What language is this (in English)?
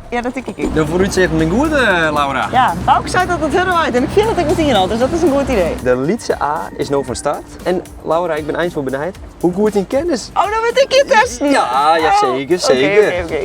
Western Frisian